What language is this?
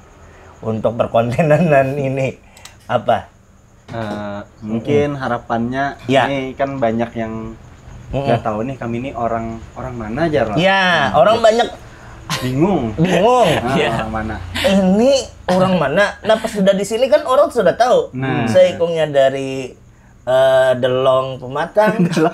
Banjar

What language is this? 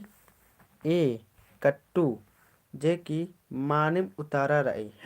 Kurukh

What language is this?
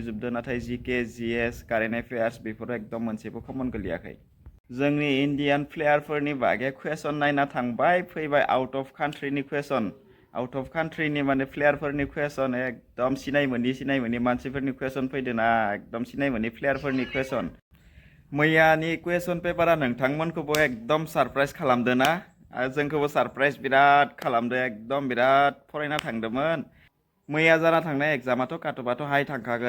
Bodo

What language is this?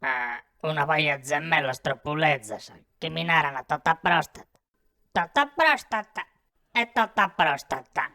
Sardinian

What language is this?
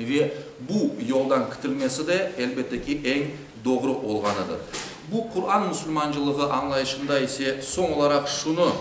Crimean Tatar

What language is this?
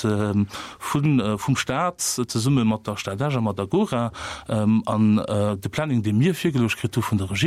Luxembourgish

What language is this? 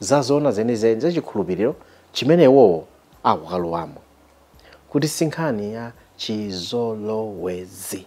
Nyanja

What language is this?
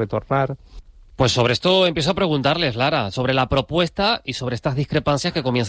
Spanish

